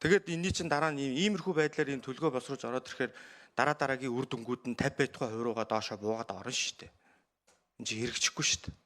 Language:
Mongolian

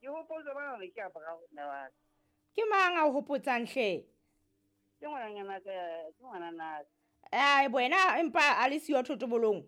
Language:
Southern Sotho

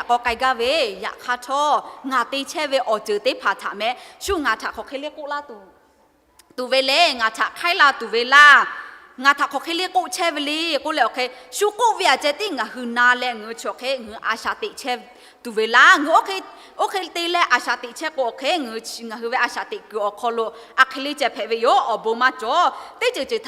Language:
Lahu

